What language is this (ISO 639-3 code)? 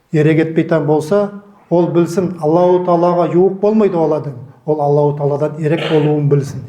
nog